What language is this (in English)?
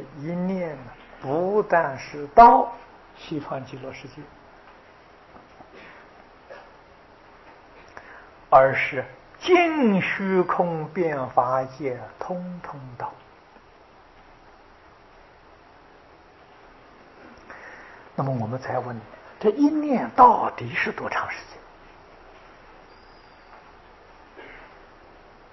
Chinese